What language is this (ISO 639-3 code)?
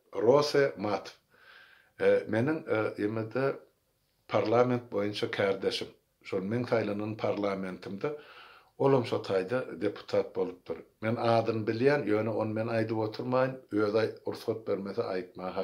tuk